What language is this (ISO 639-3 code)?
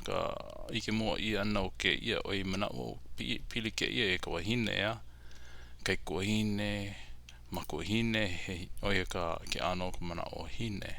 haw